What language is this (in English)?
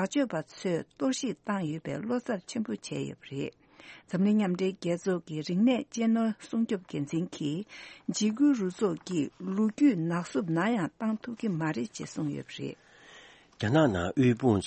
Tibetan